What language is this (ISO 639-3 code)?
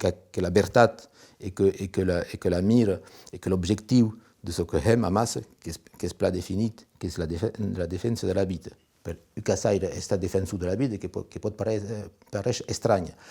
oci